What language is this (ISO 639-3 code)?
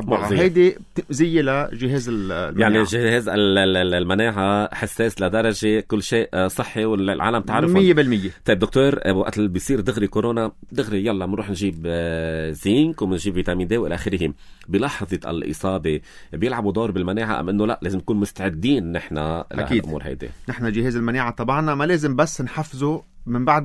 apc